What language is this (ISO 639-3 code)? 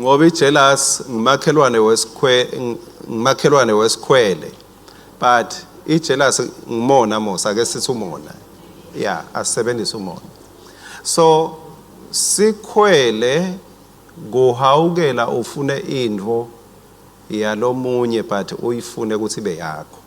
ssw